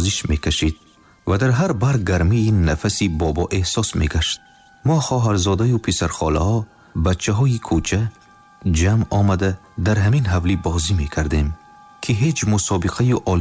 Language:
Tajik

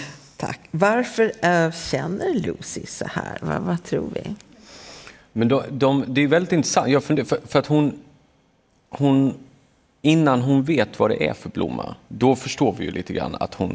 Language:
Swedish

